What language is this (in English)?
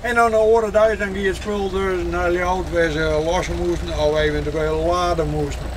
Western Frisian